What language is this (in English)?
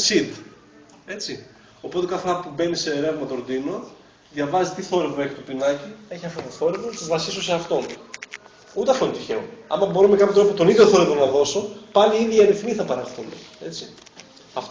Greek